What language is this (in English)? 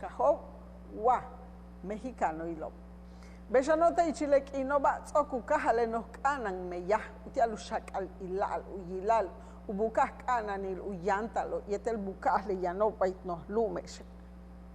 Yucateco